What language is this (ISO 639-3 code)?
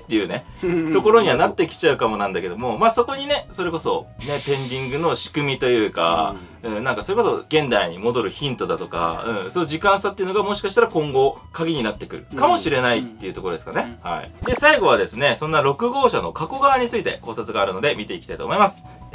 jpn